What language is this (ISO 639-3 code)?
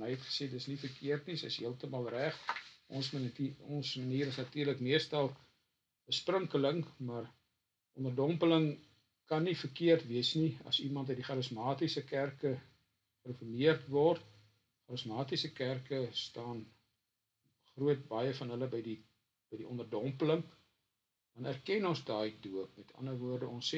afr